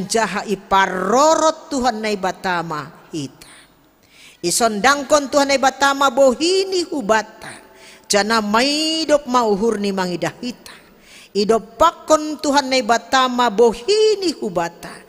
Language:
Batak Simalungun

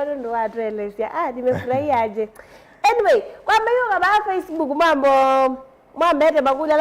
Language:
Kamba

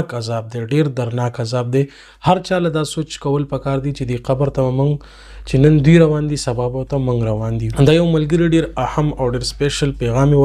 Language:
Pashto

